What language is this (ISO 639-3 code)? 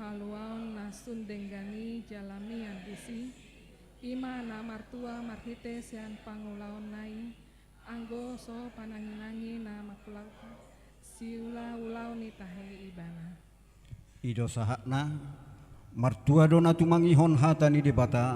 bbc